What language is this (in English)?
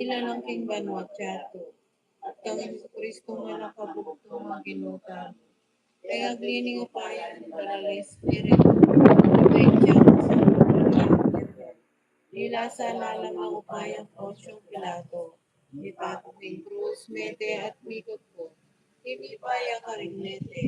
Pampanga